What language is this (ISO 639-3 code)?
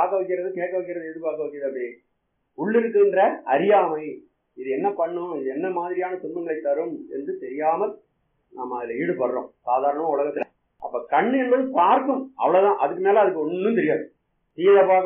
tam